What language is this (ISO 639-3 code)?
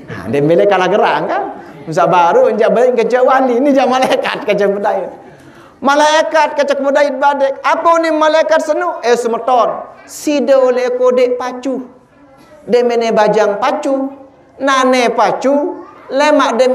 sas